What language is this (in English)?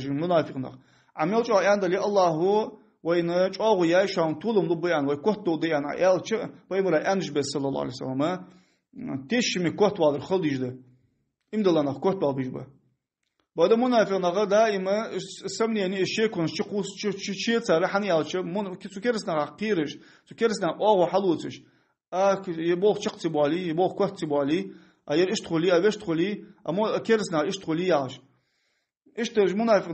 Ingush